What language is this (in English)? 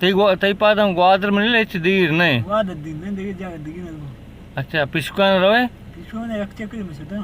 Baluchi